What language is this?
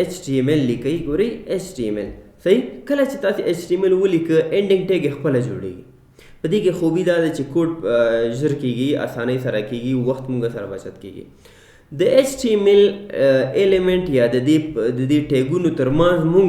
Pashto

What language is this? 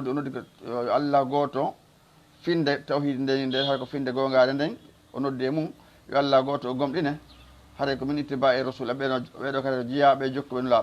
Fula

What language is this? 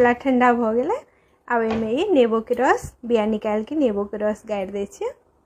Maithili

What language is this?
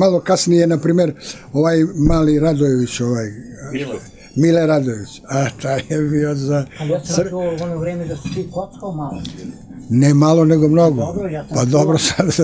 Serbian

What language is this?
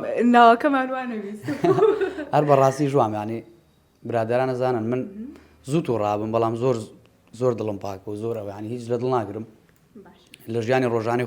Central Kurdish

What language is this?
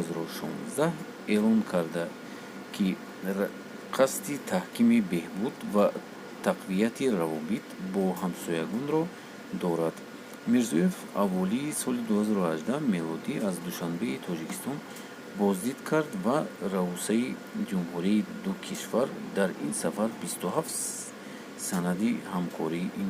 Tajik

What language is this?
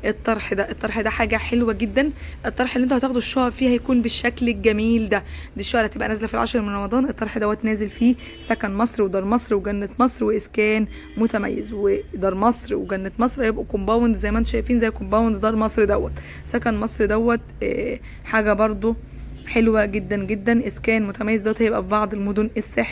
Egyptian Arabic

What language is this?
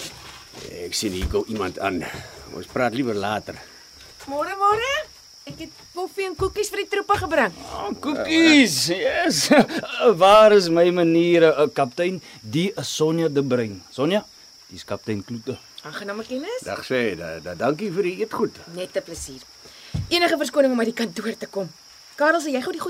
Afrikaans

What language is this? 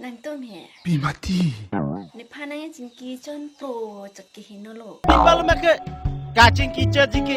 Karbi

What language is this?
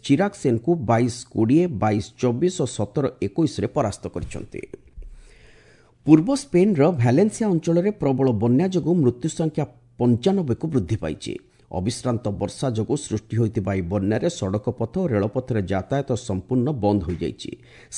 Odia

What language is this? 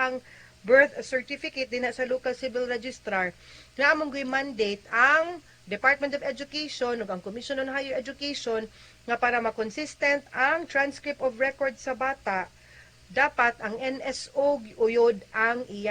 Cebuano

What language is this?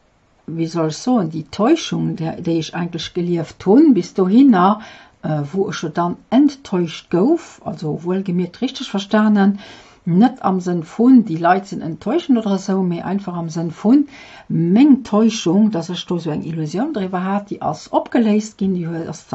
Luxembourgish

